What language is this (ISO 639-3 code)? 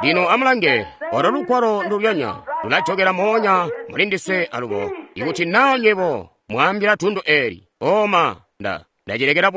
toi